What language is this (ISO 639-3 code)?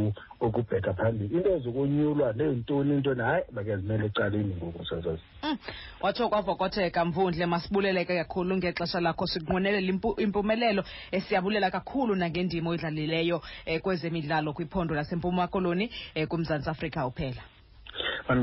xho